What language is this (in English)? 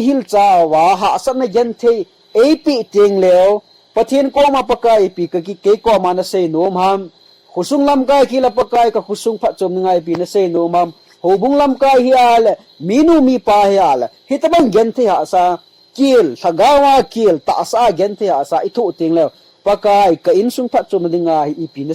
Thado Chin